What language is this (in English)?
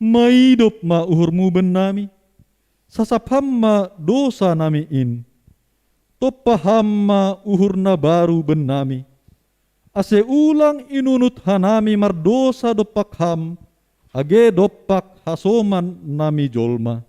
Batak Simalungun